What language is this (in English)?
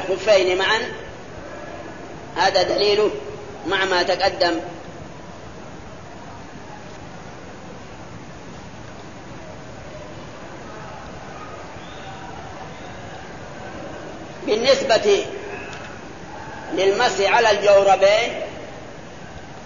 Arabic